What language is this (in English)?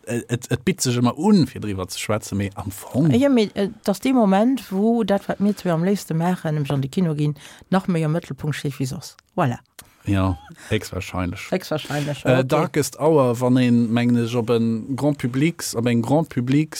Luxembourgish